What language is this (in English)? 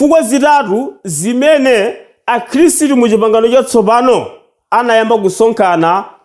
Nyanja